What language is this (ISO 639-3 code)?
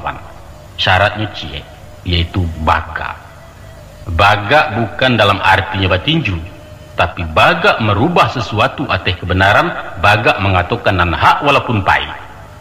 min